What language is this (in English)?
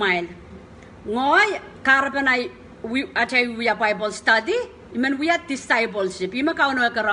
Pohnpeian